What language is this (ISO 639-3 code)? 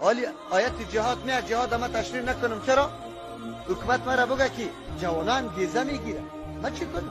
fas